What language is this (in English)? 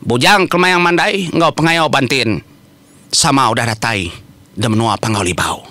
Iban